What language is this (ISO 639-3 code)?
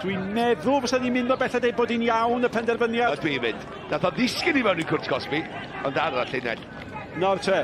cym